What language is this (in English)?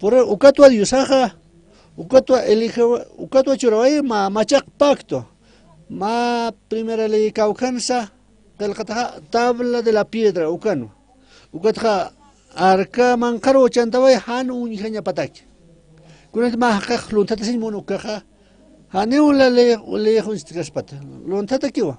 Aymara